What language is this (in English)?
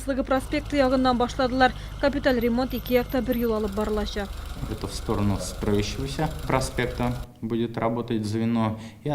Tatar